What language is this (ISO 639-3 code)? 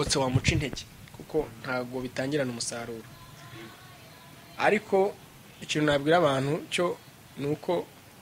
kin